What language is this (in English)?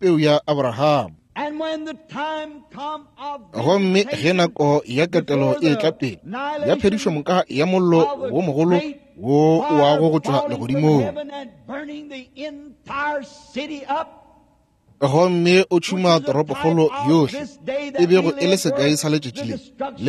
Northern Sotho